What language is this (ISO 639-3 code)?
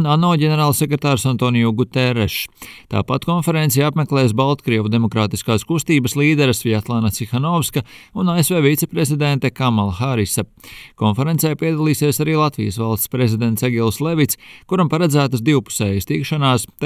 lav